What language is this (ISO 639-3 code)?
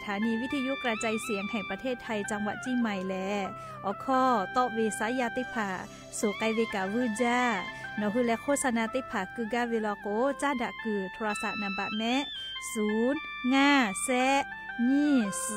lhu